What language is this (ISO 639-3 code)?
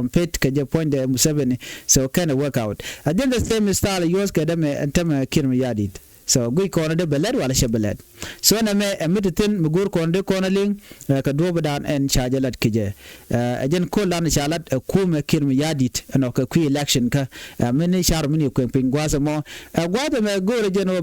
nus